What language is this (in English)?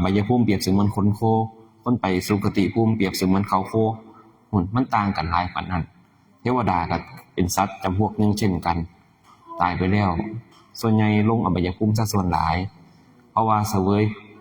Lao